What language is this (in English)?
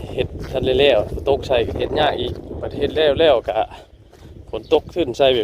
Northeastern Thai